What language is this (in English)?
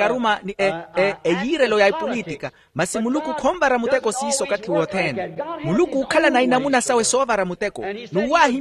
Makhuwa